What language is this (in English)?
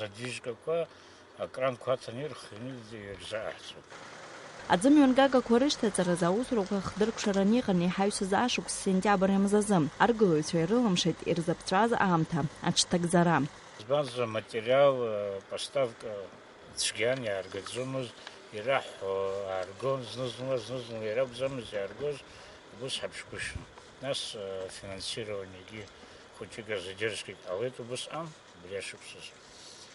Abkhazian